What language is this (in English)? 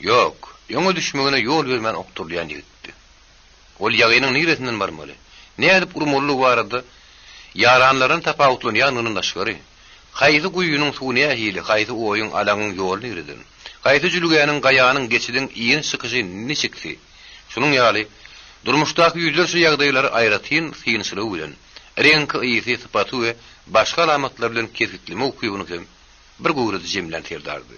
Turkmen